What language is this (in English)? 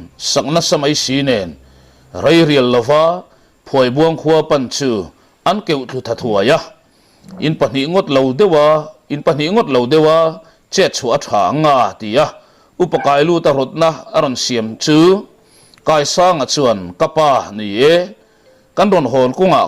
Mizo